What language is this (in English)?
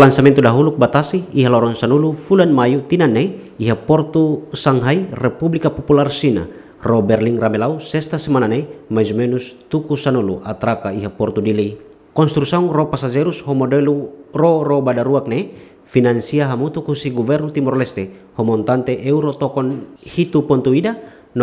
Tetum